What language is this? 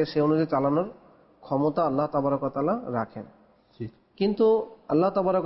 Bangla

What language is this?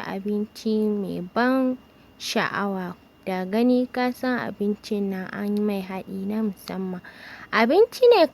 Hausa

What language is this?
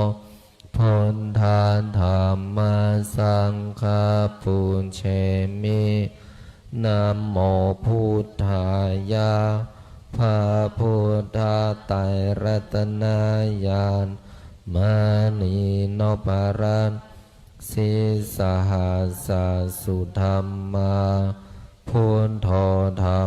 Pali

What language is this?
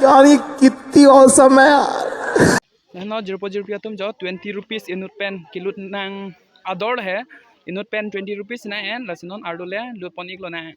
Karbi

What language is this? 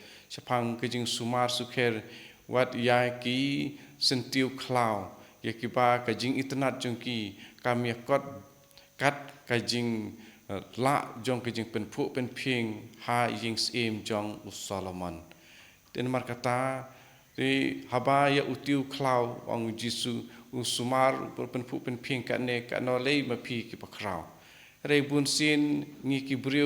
Khasi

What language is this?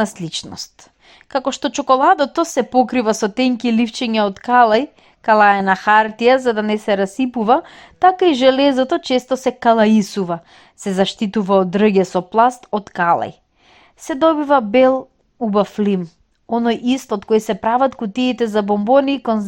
Macedonian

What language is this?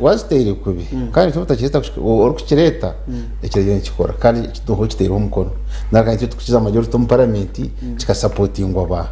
Nyankole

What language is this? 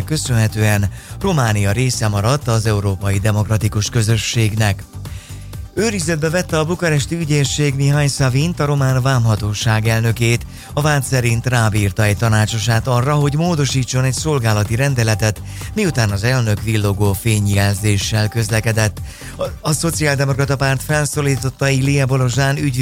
Hungarian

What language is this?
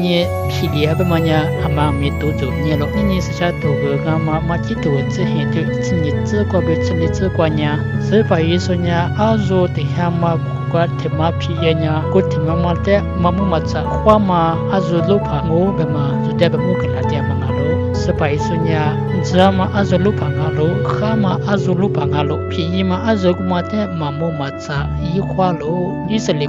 Lisu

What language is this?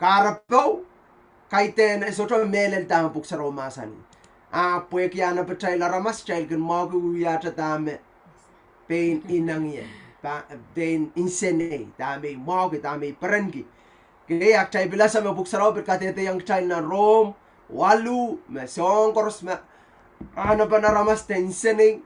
Pohnpeian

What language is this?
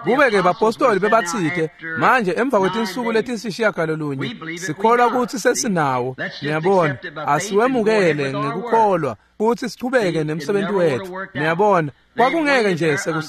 Swati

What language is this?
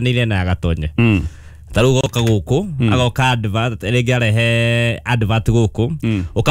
Kikuyu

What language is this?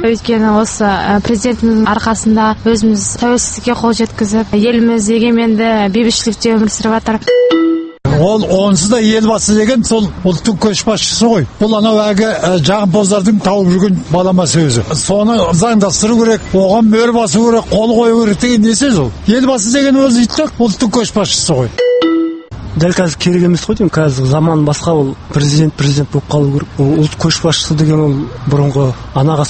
Kazakh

